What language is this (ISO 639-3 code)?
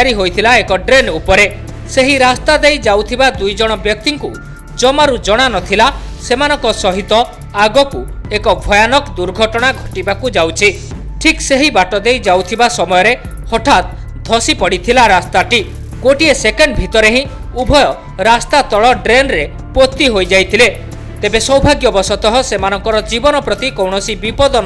ori